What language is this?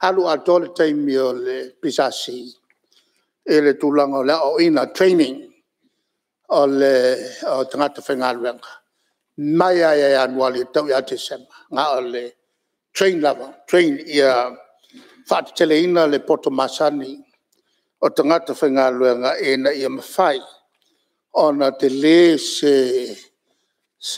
Samoan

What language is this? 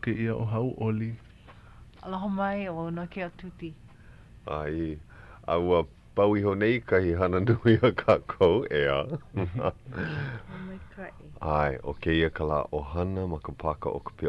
Hawaiian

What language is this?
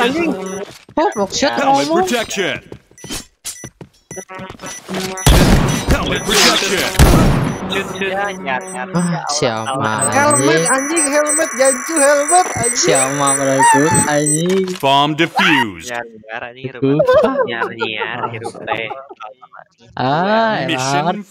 Indonesian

